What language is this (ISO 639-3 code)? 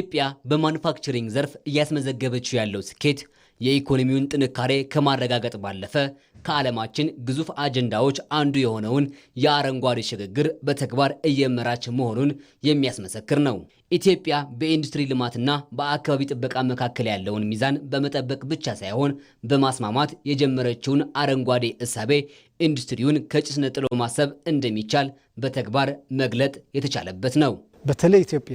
amh